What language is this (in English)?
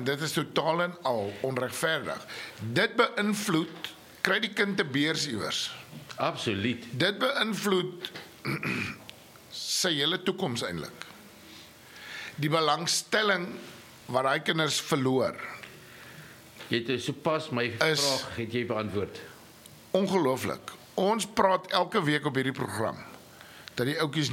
Afrikaans